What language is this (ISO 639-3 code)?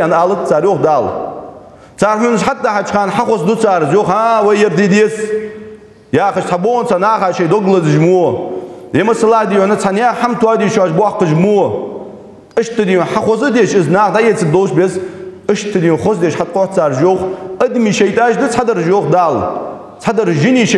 inh